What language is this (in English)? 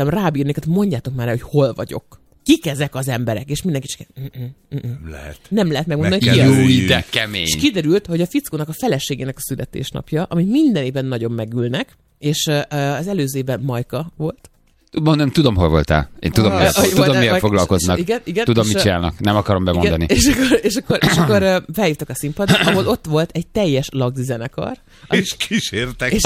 Hungarian